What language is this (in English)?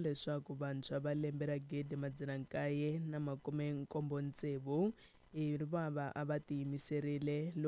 Tsonga